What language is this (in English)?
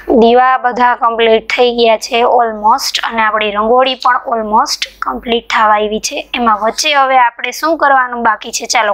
Gujarati